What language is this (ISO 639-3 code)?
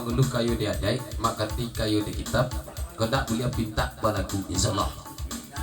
min